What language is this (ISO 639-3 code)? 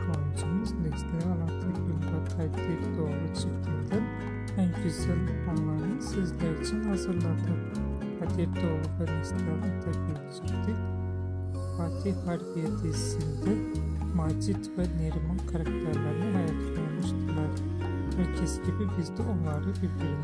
tur